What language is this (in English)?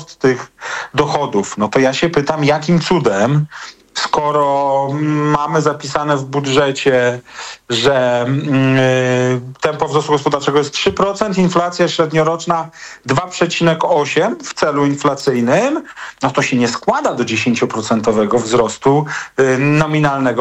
Polish